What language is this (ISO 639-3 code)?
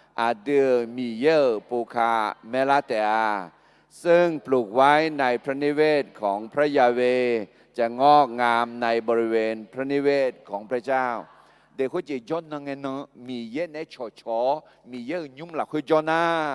ahk